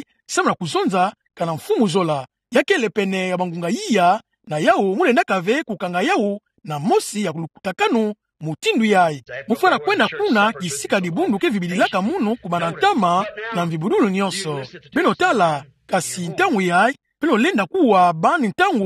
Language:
Kituba (Democratic Republic of Congo)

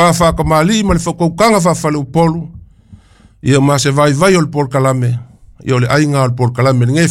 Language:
Samoan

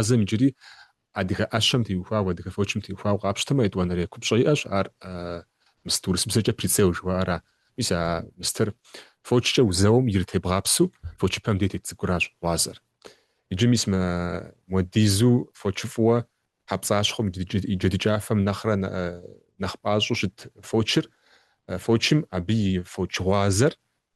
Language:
Kabardian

